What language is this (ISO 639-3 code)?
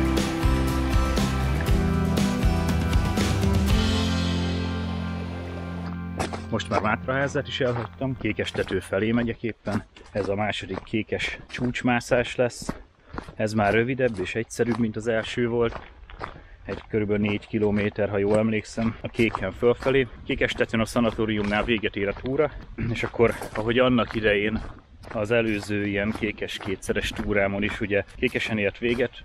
hun